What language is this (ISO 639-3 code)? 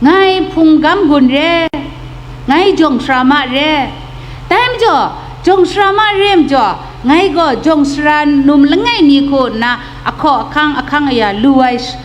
kac